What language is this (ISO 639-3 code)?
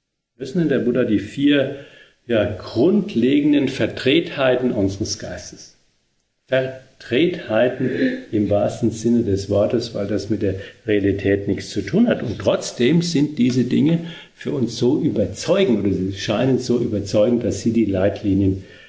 deu